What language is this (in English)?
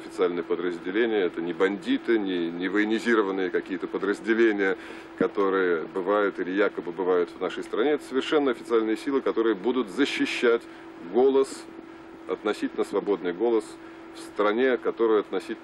Russian